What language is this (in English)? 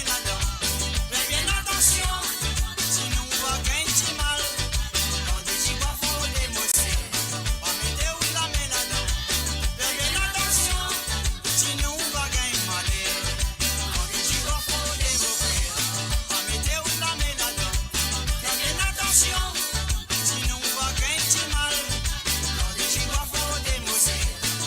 Morisyen